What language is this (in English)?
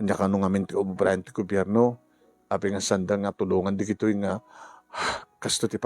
Iloko